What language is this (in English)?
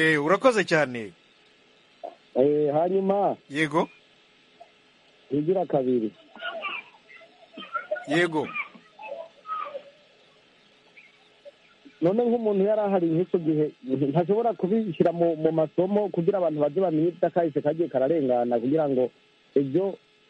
Kinyarwanda